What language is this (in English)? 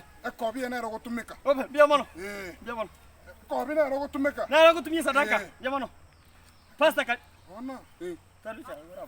Gusii